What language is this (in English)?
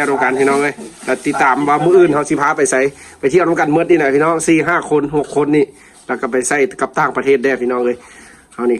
Lao